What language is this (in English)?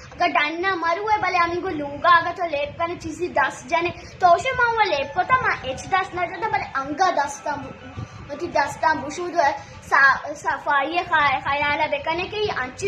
Baluchi